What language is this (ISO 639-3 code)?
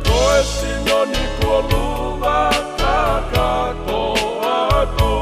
ton